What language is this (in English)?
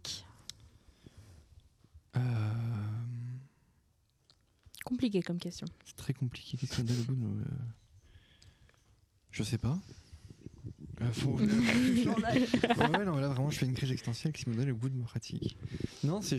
French